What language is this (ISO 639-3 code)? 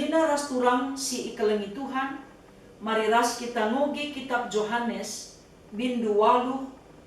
btx